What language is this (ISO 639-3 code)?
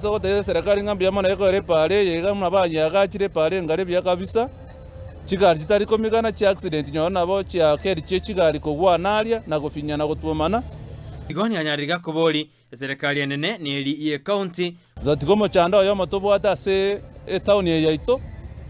guz